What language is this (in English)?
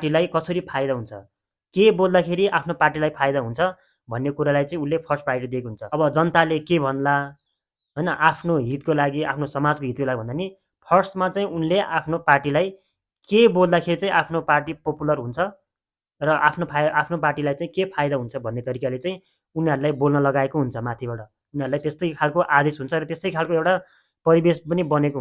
Nepali